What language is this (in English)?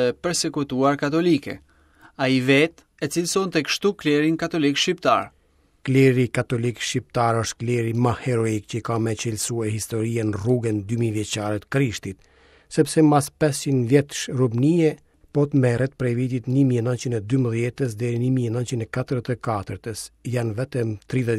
Albanian